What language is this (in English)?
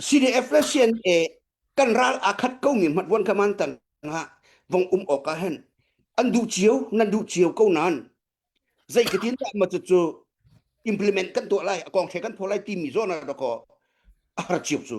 Hakha Chin